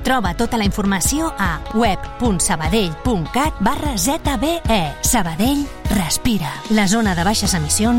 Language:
Catalan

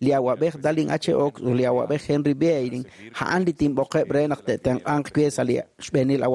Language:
Kekchí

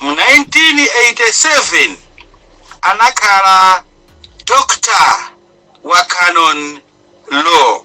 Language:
Nyanja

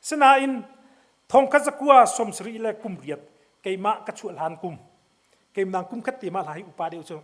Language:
Hakha Chin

